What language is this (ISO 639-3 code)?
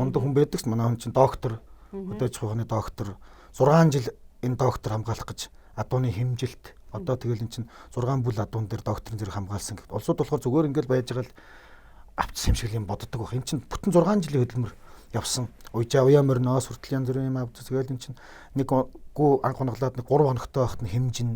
mon